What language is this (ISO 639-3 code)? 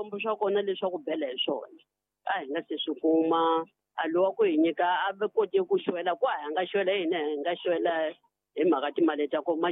tso